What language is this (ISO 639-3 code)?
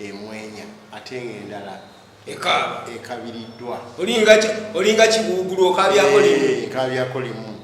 lug